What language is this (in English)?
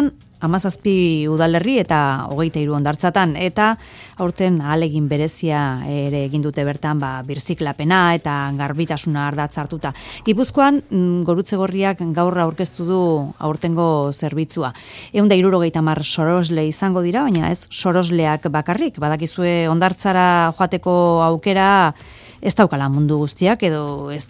Basque